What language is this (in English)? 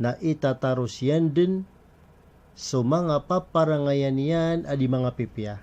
Maranao